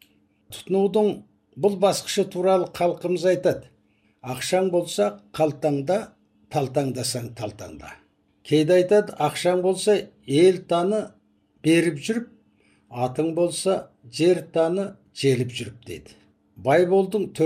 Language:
Kazakh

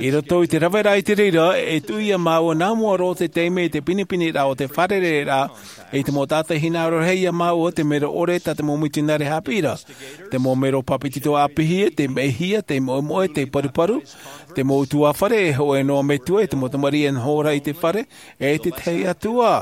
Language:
Tahitian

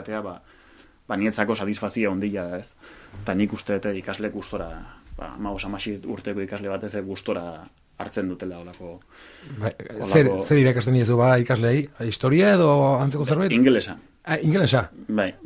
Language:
Basque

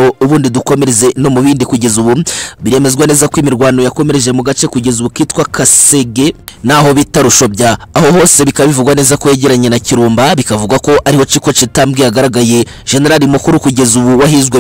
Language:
Kinyarwanda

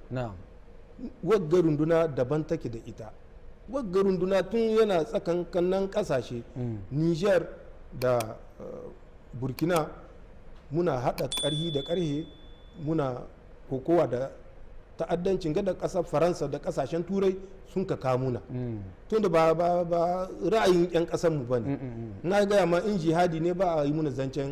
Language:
Hausa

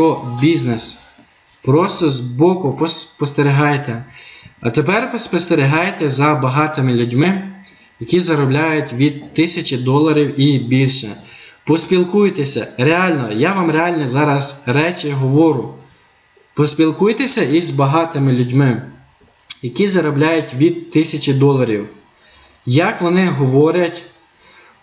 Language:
Ukrainian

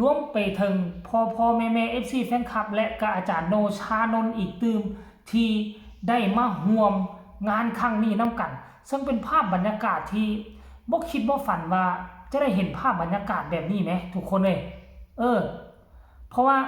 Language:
Northeastern Thai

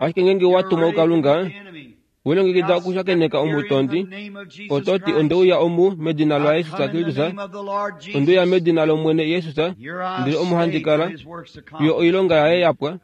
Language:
Kuanyama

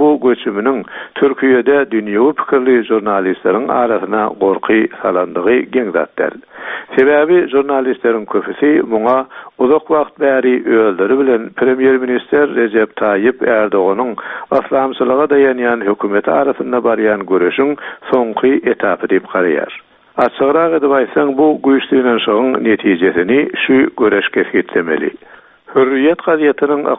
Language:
Turkmen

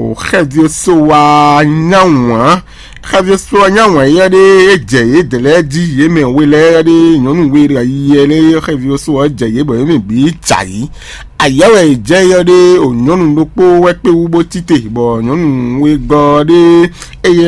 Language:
Fon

